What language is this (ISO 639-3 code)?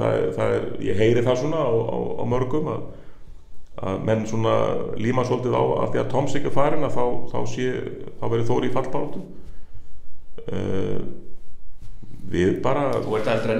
isl